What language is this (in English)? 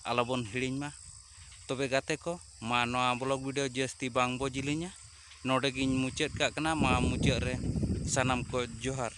Santali